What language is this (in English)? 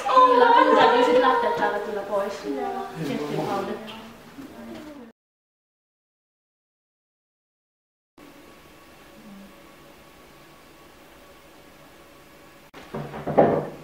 Finnish